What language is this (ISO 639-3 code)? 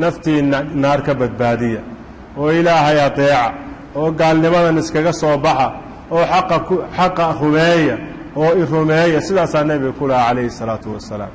som